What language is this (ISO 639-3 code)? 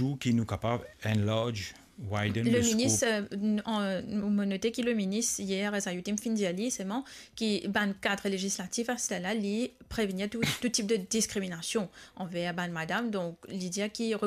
mfe